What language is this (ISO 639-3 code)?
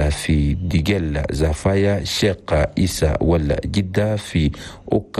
shu